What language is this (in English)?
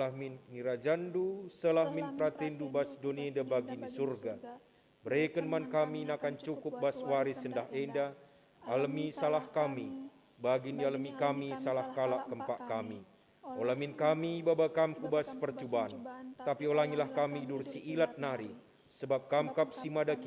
Batak Karo